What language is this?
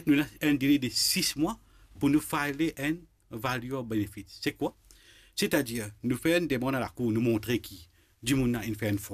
Morisyen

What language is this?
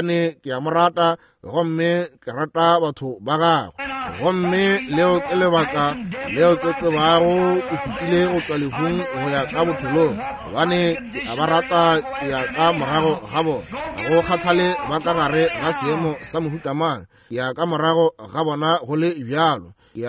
Northern Sotho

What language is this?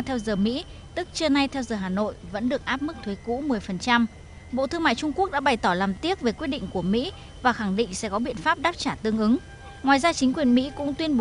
Vietnamese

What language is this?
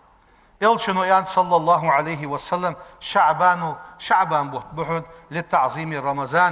Ingush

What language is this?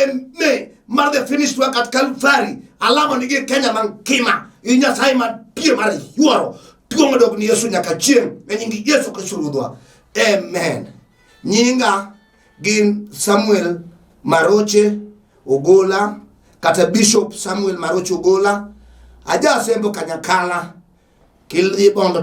Luo (Kenya and Tanzania)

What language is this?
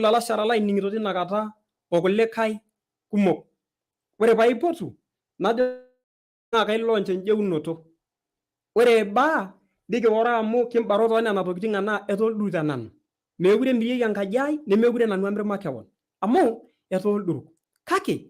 Masai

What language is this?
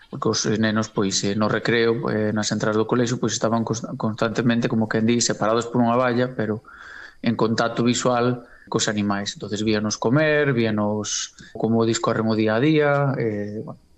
Galician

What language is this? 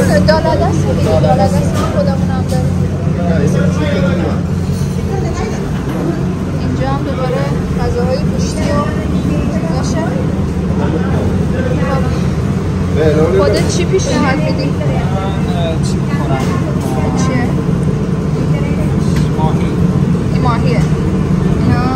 Persian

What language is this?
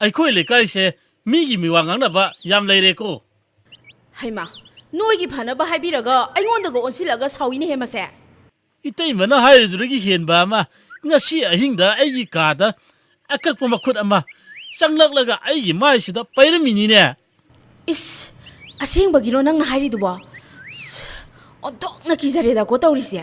Manipuri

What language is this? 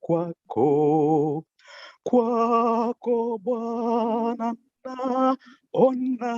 Kalenjin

